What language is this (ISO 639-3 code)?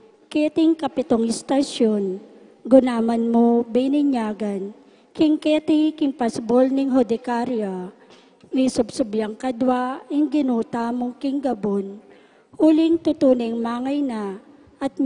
pam